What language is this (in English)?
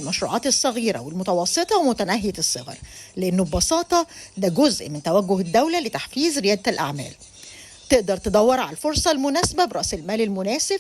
Egyptian Arabic